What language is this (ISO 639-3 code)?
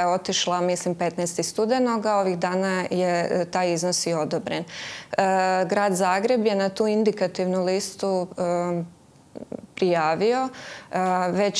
hrv